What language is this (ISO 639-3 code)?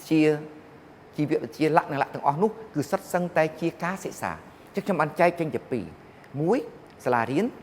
khm